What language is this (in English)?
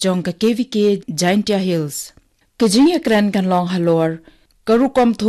Khasi